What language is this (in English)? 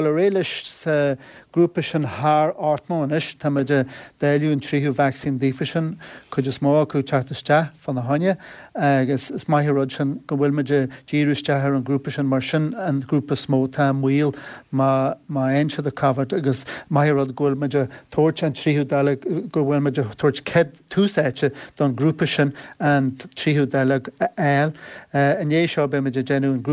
Irish